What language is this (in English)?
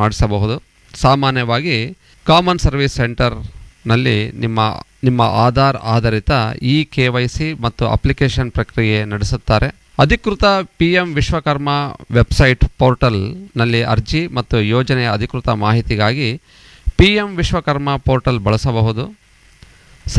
Kannada